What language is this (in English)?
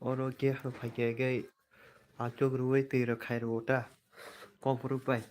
Kok Borok